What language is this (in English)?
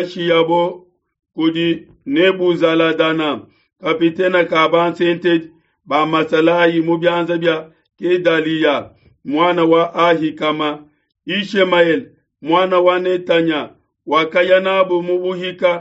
Luba-Lulua